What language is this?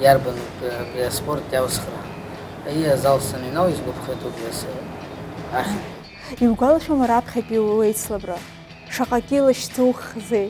Abkhazian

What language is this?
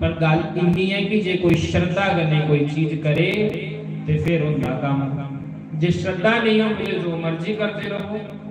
Dogri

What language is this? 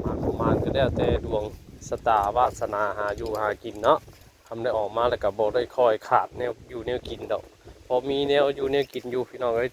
Northeastern Thai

